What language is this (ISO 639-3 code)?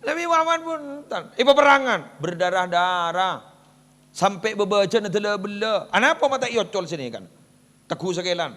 mad